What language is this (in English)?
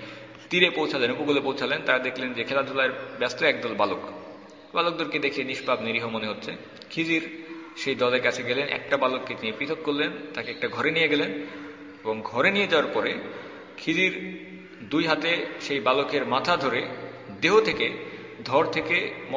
Bangla